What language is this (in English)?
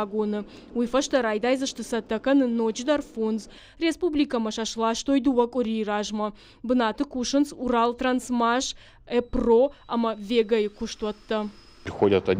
Ossetic